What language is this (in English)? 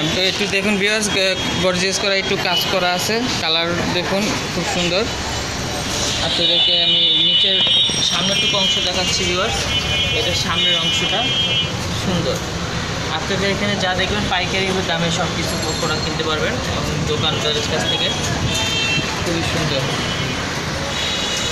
Bangla